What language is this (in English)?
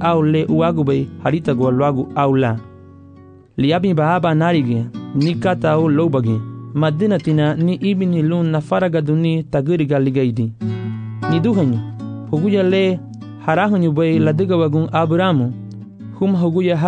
Garifuna